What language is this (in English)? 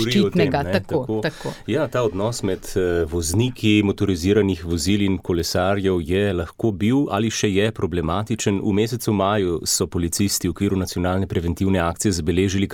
Slovenian